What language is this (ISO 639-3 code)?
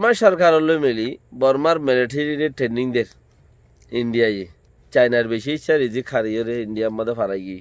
rhg